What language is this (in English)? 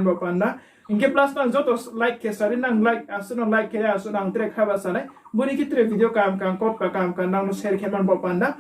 Riang (India)